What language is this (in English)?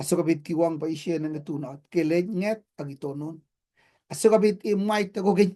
Kalenjin